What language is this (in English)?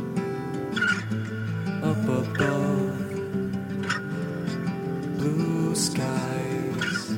English